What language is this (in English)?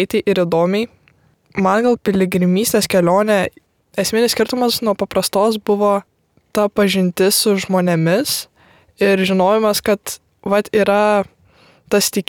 Lithuanian